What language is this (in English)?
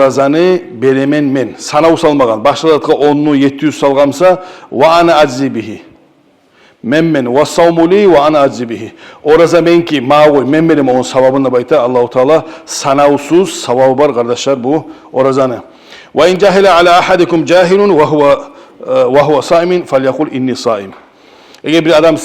Kumyk